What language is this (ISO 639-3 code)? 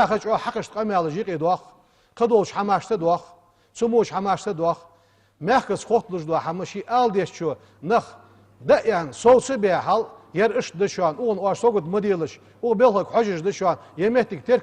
inh